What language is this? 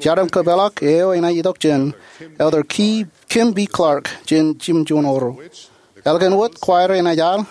Marshallese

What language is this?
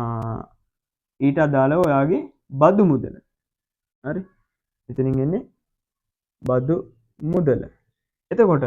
Sinhala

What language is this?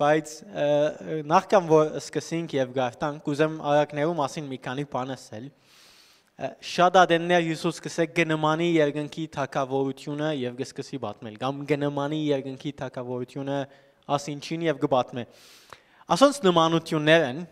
Western Armenian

